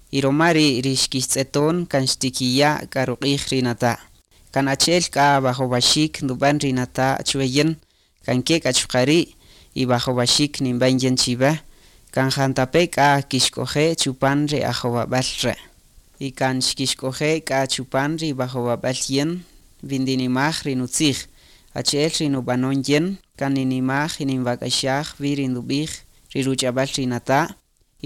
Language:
Kaqchikel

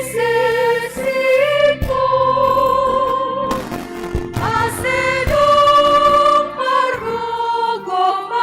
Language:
Batak Simalungun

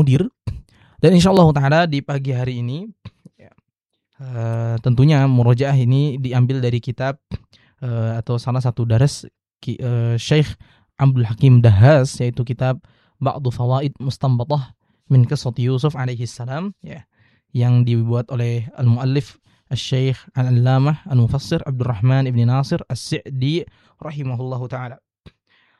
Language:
Indonesian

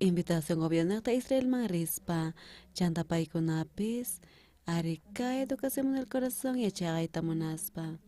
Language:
South Bolivian Quechua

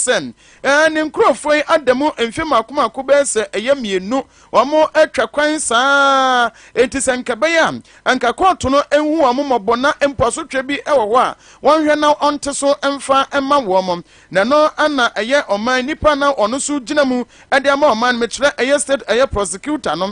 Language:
Akan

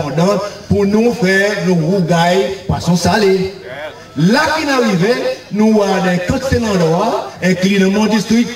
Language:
Seselwa Creole French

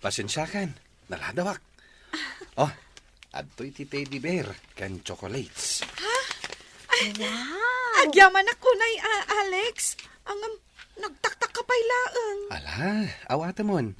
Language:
Iloko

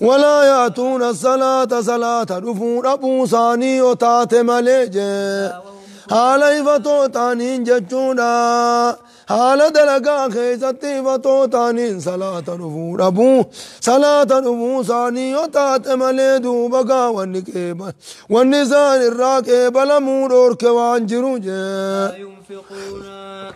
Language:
Oromo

